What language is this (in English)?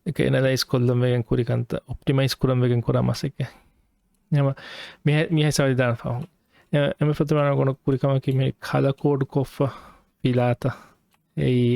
Divehi